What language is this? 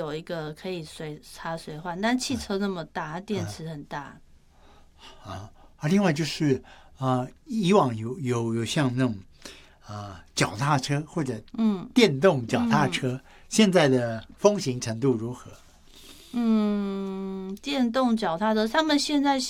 Chinese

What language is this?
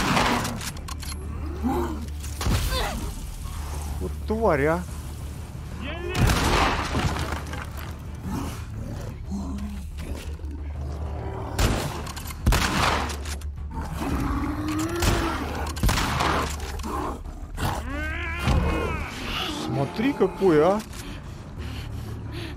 Russian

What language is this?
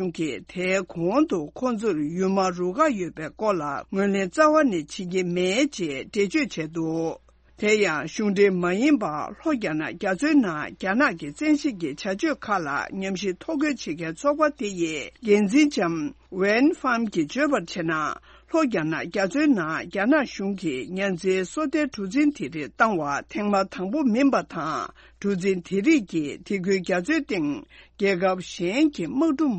Tibetan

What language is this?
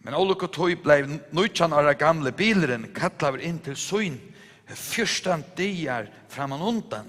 Faroese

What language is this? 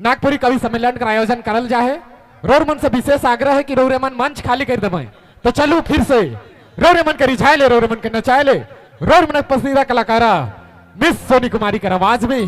Sadri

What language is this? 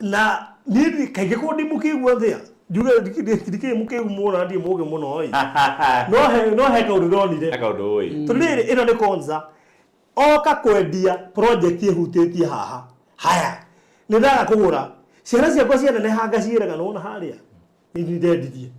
Kikuyu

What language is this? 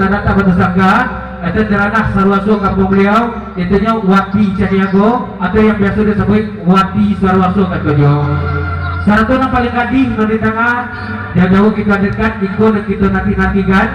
Minangkabau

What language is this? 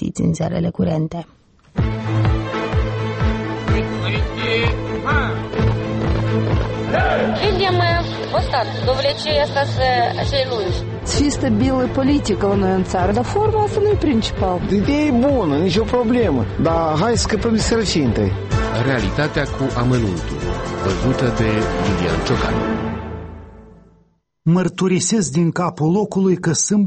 Romanian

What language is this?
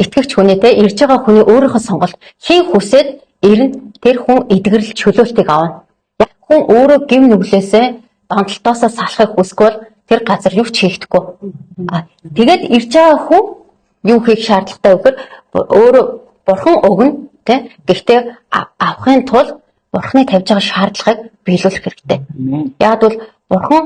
Mongolian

